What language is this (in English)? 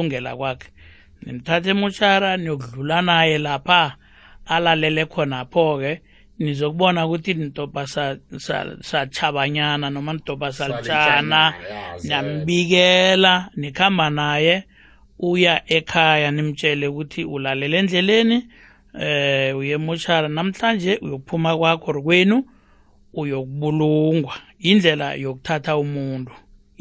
South Ndebele